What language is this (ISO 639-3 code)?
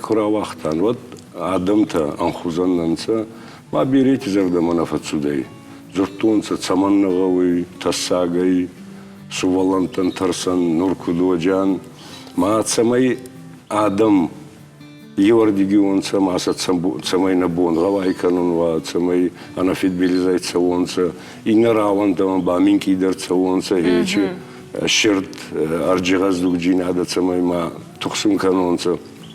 oss